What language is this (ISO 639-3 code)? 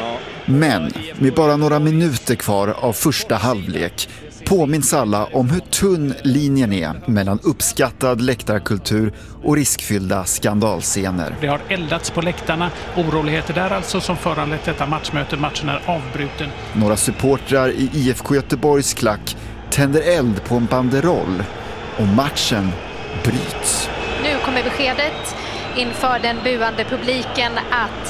swe